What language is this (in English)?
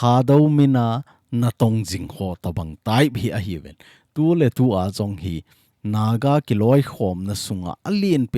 Thado Chin